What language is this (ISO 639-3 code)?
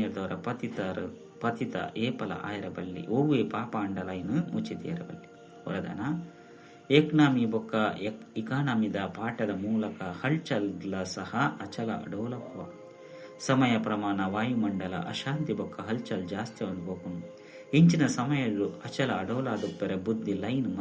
tcy